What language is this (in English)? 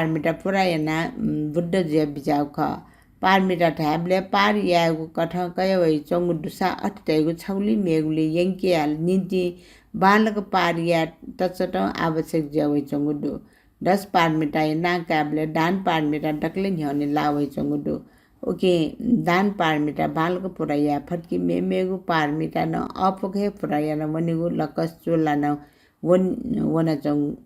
Newari